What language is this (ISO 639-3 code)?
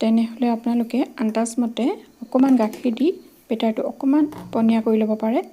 asm